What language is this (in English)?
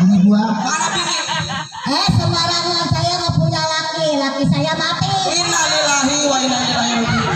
Betawi